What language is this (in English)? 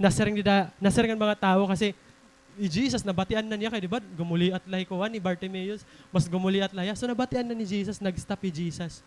Waray